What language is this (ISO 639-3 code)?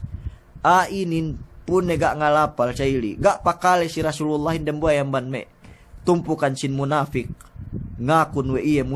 yka